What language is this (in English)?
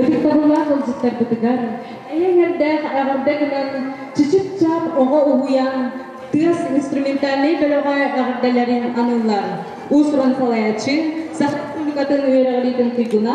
Yakut